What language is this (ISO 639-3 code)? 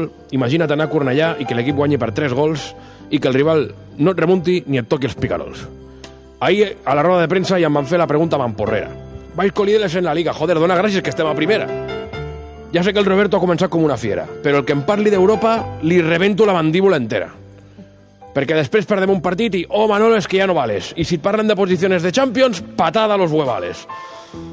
cat